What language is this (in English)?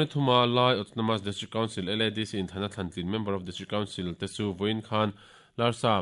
Mizo